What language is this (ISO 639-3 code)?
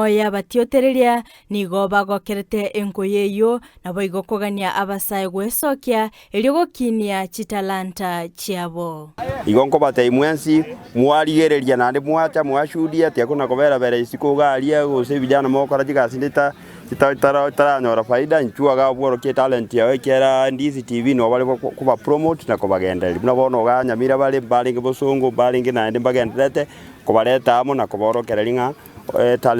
guz